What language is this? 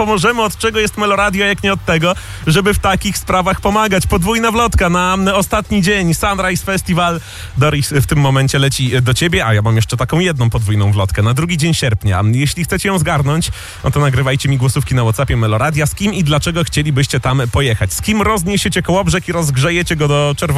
Polish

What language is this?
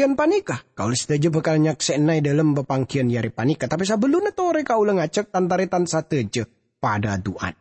Madurese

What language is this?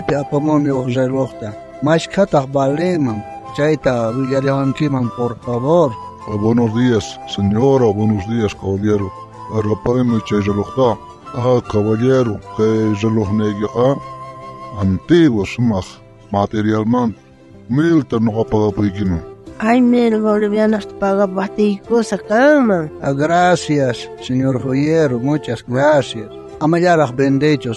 South Bolivian Quechua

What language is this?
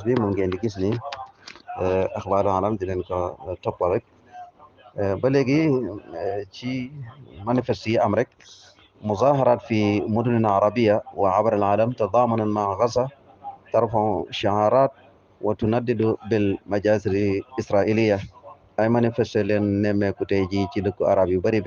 Wolof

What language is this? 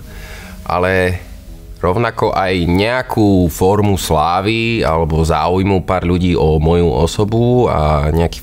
Slovak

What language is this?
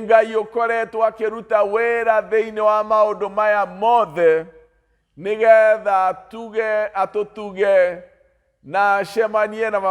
Kikuyu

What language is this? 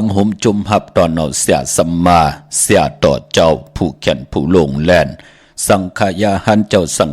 Shan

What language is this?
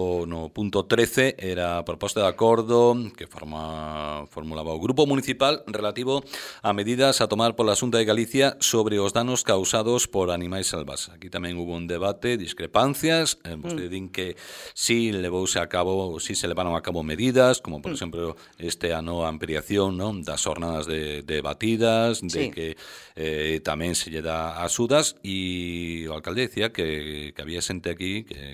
Galician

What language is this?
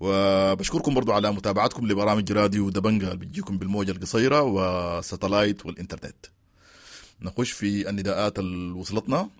Sudanese Arabic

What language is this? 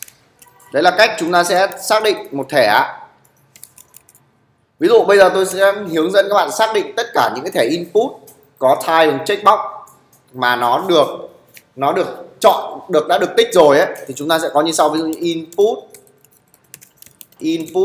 Vietnamese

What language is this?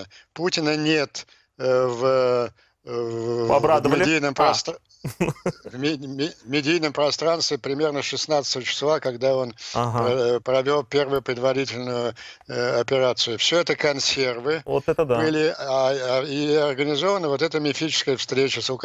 Russian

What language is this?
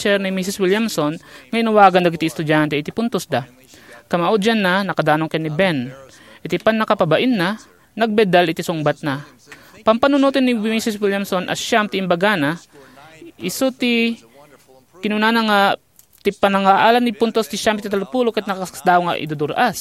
Iloko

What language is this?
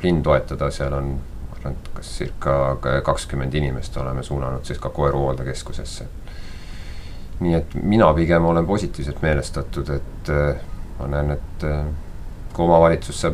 Estonian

